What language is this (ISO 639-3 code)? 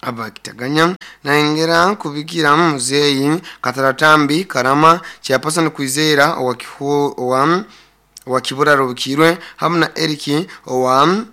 nyo